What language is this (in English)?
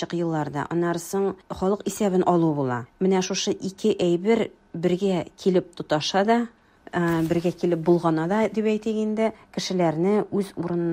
Tatar